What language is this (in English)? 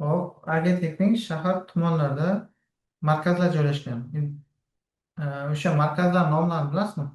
Uzbek